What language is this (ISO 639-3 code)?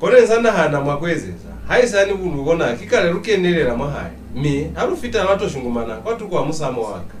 loz